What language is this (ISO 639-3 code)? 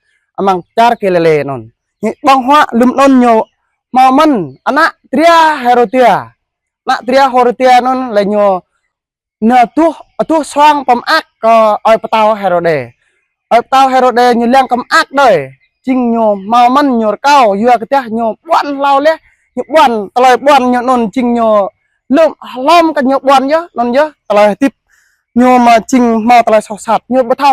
jra